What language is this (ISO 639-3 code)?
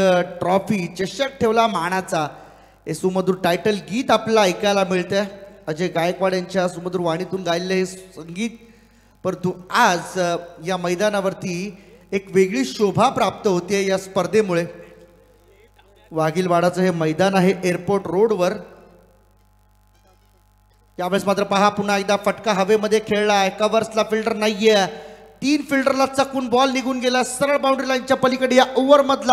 mar